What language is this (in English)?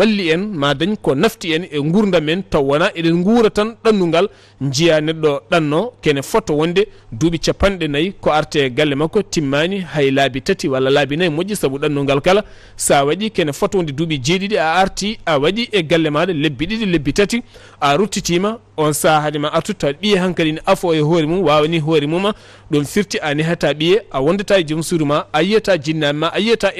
Fula